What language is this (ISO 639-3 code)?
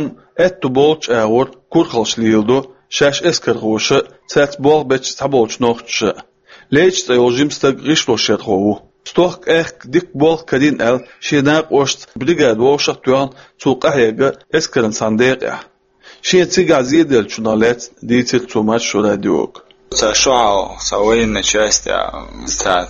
che